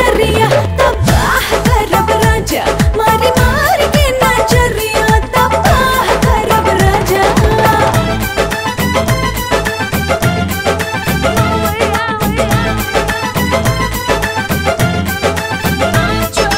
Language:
Bhojpuri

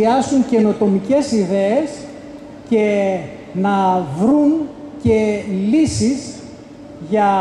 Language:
Greek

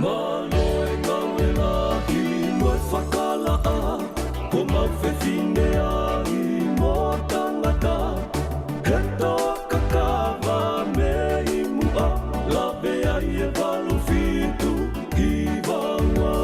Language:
Tongan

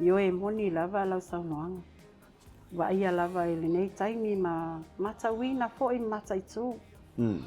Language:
Samoan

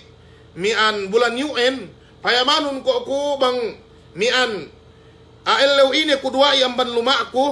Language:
Yakan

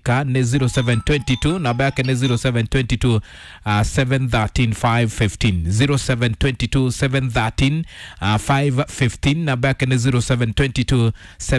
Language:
Kikuyu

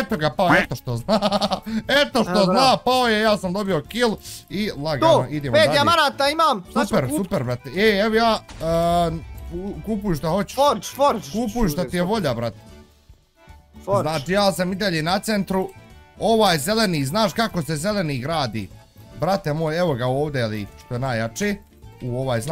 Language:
Bosnian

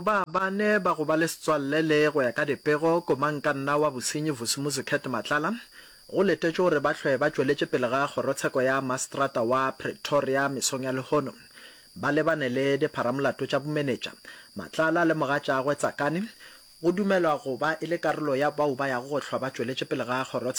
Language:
Northern Sotho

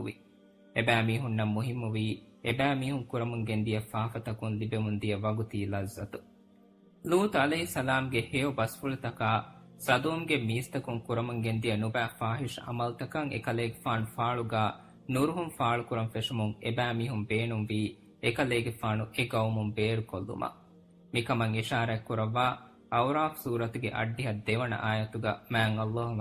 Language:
Divehi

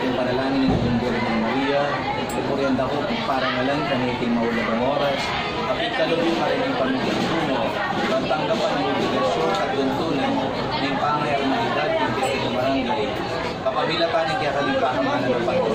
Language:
Pampanga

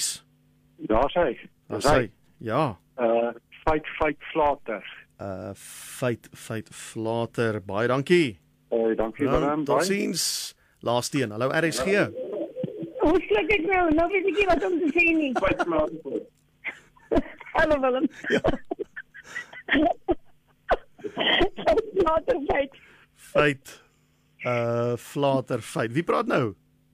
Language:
Afrikaans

